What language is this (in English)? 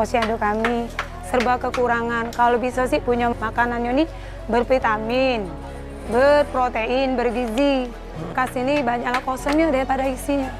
Musi